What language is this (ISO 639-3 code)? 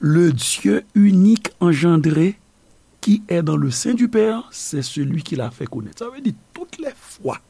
hat